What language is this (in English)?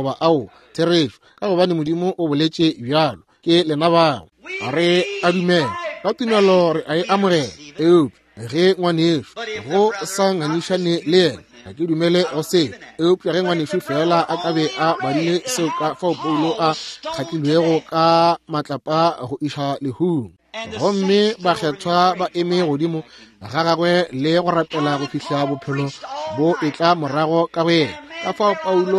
Northern Sotho